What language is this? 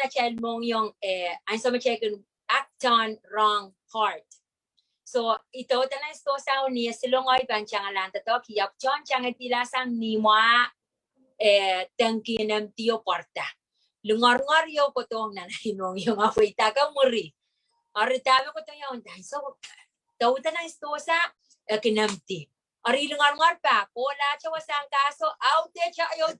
Pohnpeian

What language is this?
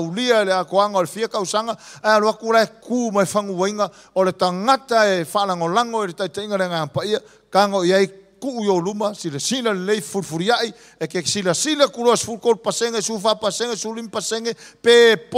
Samoan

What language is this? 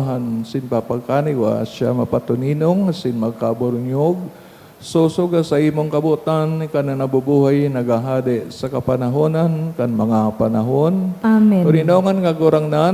Bikol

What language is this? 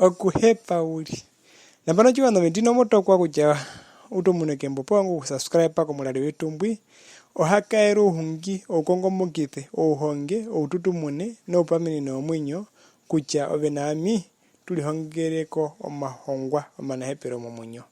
Herero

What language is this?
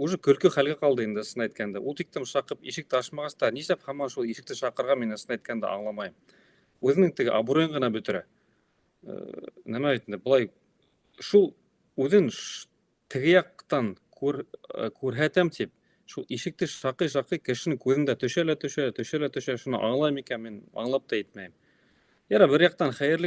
Bashkir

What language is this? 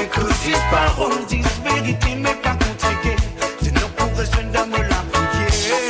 Morisyen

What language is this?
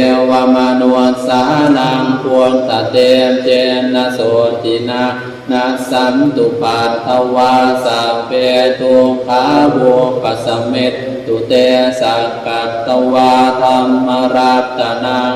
Pali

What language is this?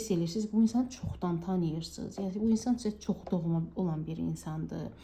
Azerbaijani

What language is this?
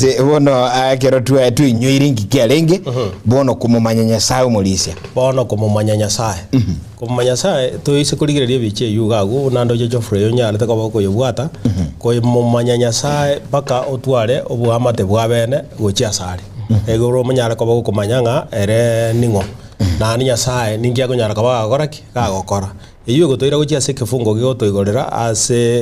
Gusii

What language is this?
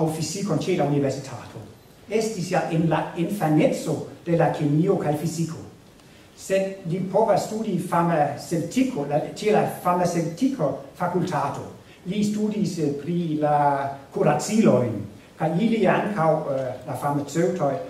Esperanto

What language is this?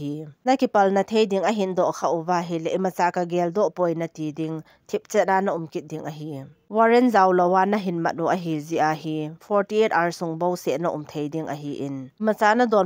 Thado Chin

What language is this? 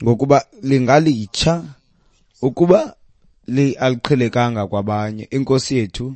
Xhosa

